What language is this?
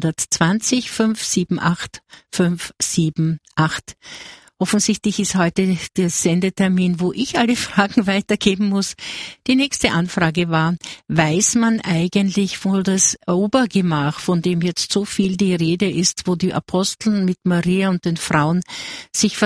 German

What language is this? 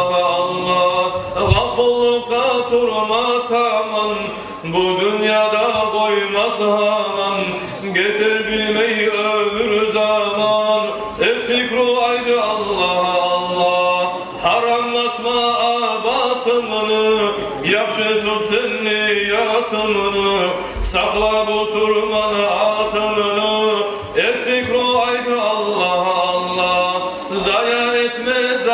Kumyk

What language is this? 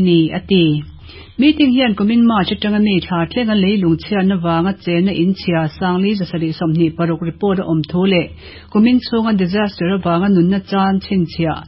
Mizo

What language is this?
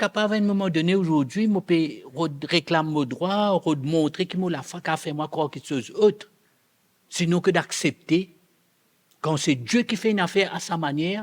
Morisyen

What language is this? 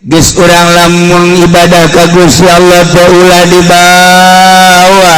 Sundanese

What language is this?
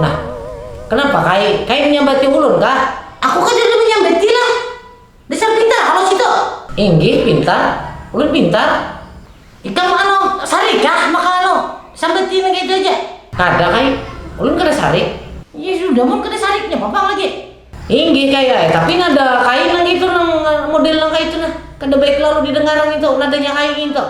Banjar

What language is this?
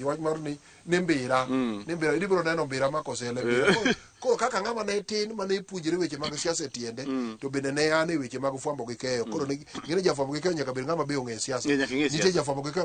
Luo (Kenya and Tanzania)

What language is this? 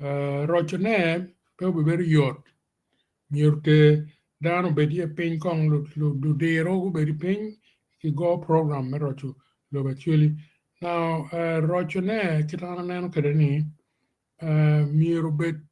Acoli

